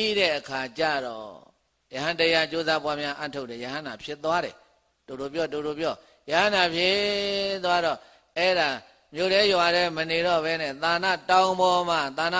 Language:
Burmese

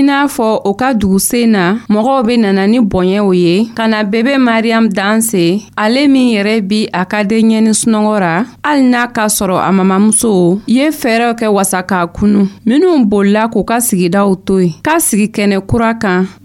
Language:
Dyula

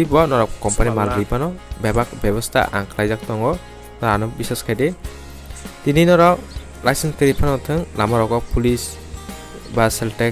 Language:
Kok Borok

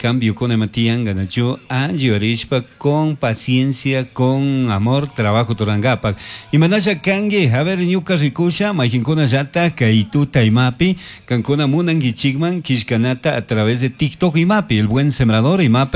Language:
Chimborazo Highland Quichua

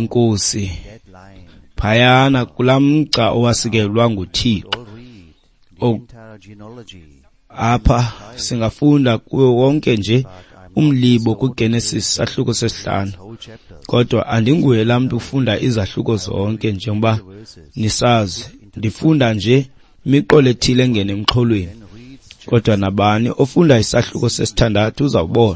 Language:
Xhosa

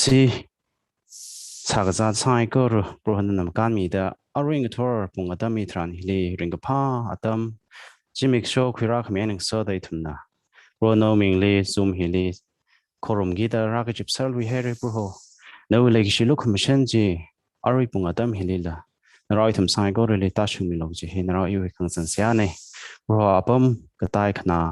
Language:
Tangkhul Naga (India)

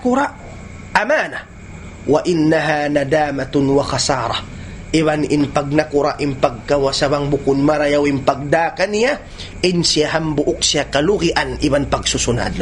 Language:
Tausug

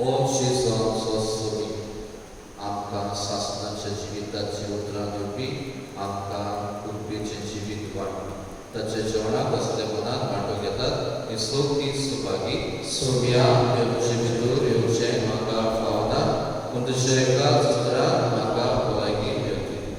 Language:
Konkani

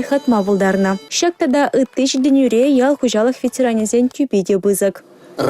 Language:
Chuvash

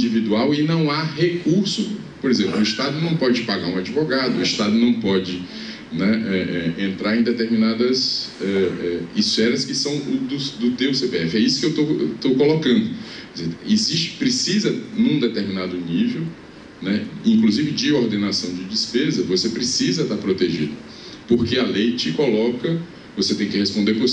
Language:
Portuguese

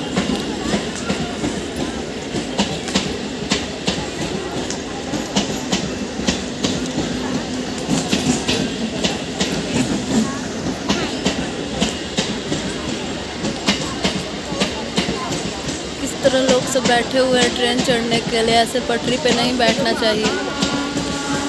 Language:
Hindi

